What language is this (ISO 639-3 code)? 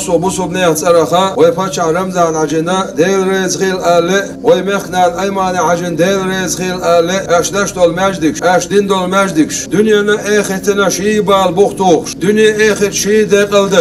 che